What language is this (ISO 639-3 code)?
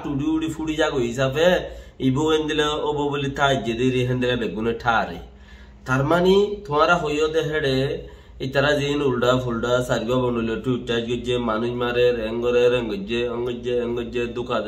rhg